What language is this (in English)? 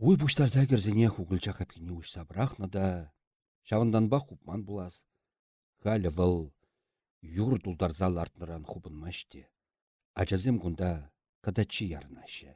Chuvash